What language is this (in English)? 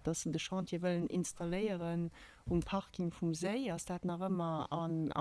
Luxembourgish